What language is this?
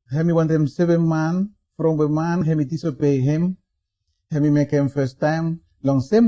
Bislama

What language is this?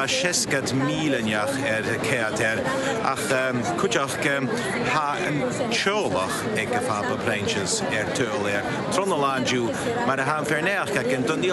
Scottish Gaelic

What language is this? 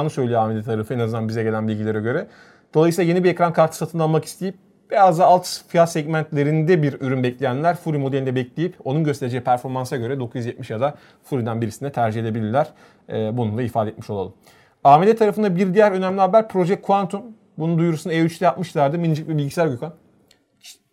Turkish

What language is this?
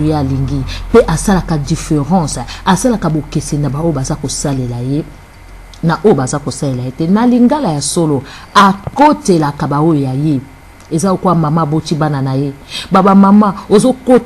Lingala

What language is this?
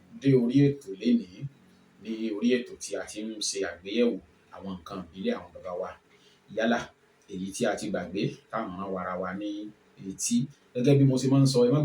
Yoruba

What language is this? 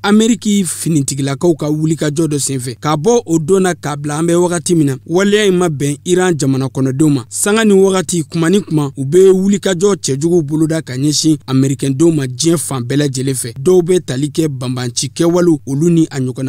Bambara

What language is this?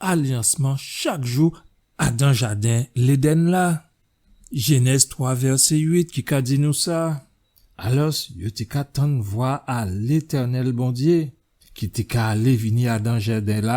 Guadeloupean Creole French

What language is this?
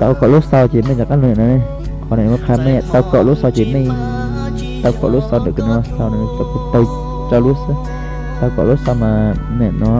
Hmong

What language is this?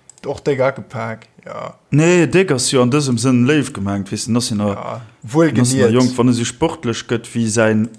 Luxembourgish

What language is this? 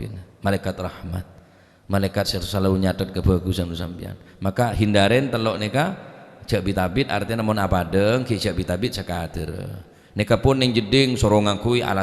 Madurese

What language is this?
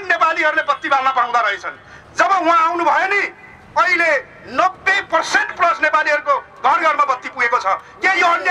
Nepali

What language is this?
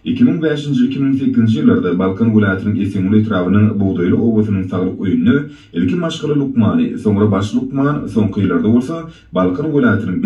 Turkmen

